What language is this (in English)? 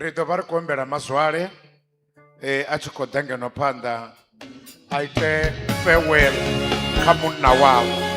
Venda